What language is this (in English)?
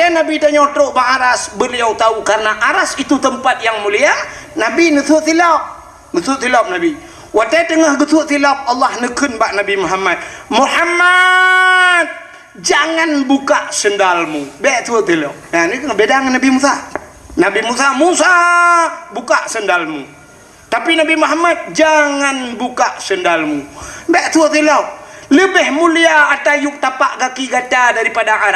Achinese